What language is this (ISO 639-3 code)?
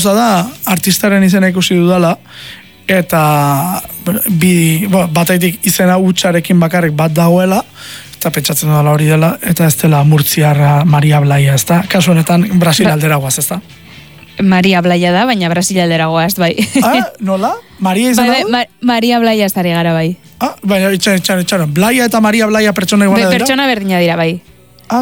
eus